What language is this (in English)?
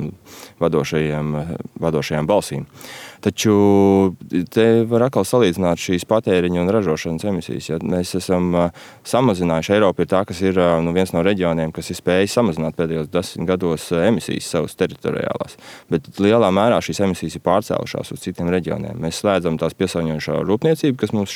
Latvian